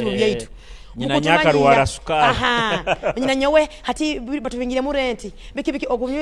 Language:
Nyoro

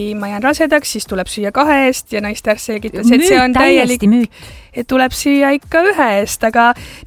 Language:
Estonian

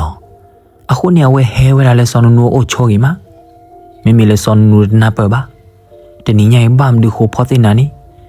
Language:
S'gaw Karen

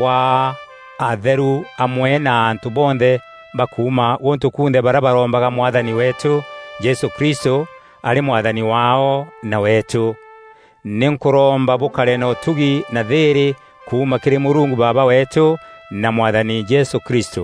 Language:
Meru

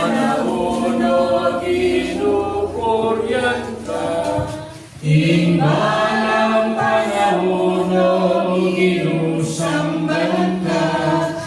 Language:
Pampanga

